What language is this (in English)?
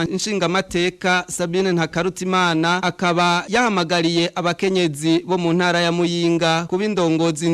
Rundi